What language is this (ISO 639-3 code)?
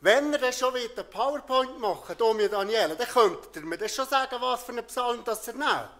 gsw